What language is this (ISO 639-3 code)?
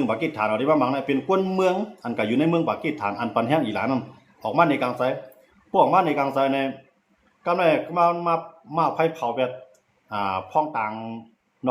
shn